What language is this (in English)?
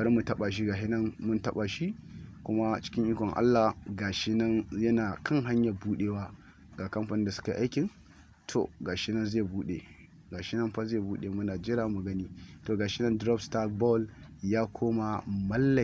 Hausa